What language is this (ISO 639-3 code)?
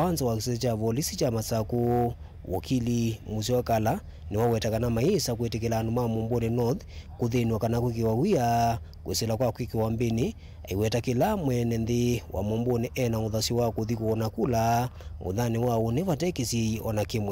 kam